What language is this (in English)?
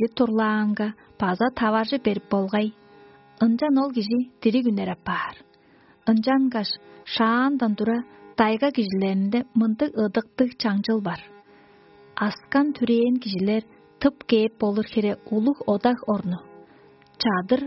Tuvinian